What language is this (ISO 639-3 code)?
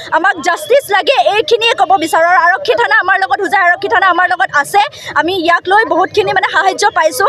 asm